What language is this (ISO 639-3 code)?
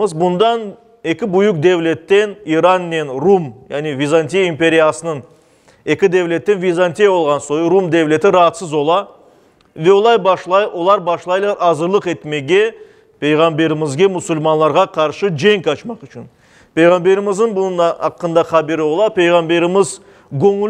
crh